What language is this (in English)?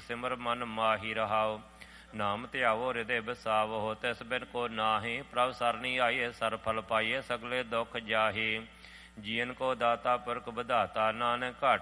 Punjabi